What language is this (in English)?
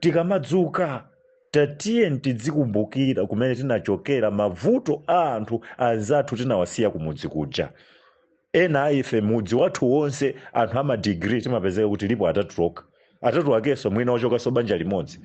Nyanja